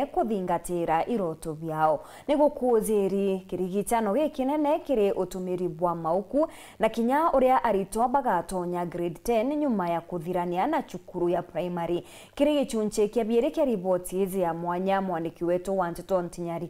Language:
Meru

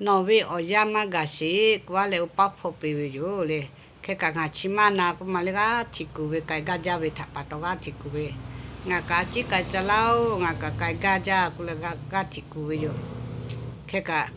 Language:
Lahu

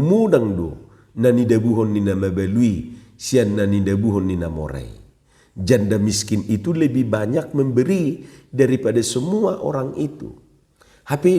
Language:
Batak Toba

